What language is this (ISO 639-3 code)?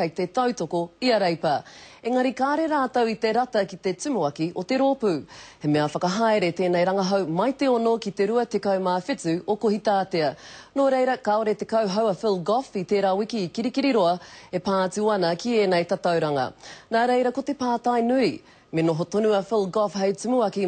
mri